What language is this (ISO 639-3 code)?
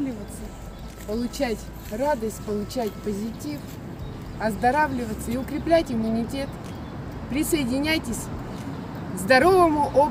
rus